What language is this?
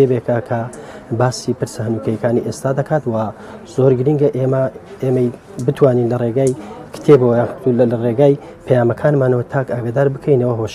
Central Kurdish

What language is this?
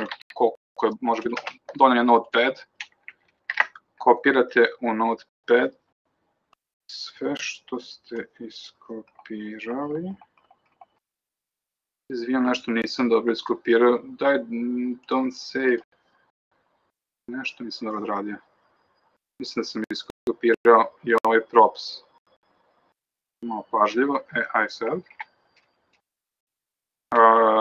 Serbian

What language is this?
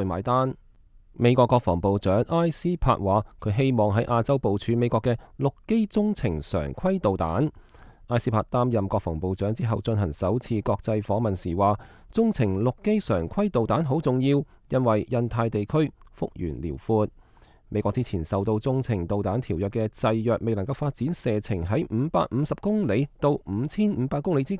Cantonese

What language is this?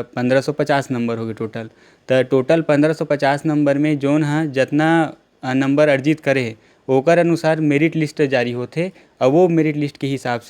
Chhattisgarhi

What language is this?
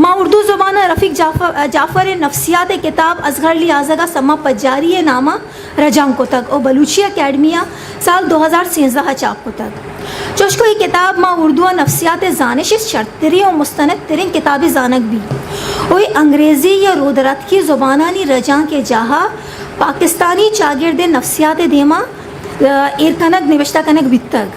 Eastern Balochi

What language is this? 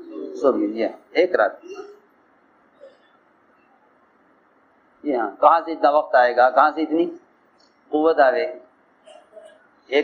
Urdu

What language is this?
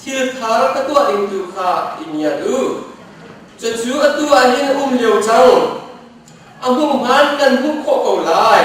Hakha Chin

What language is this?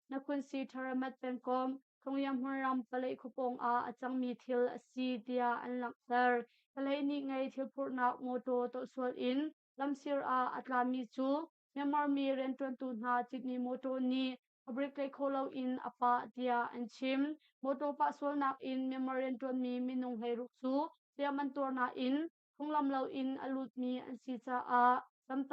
Hakha Chin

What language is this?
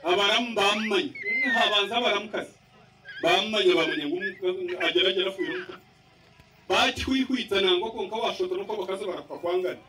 Nyankole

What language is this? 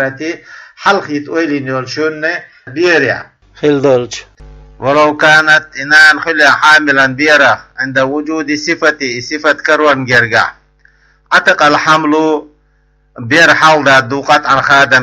Chechen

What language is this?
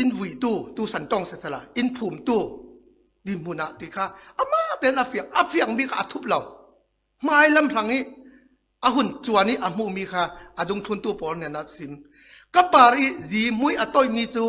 Falam Chin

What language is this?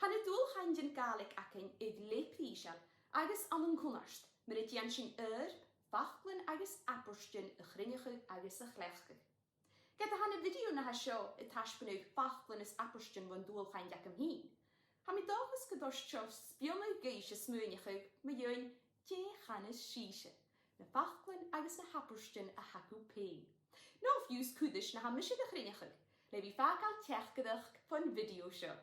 Scottish Gaelic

